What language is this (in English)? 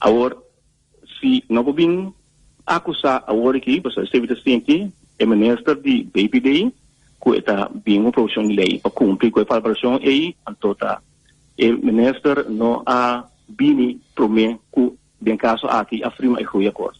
Papiamento